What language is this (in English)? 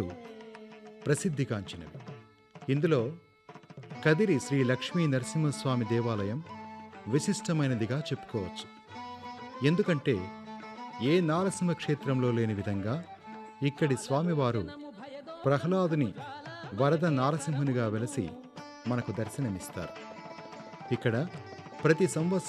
Telugu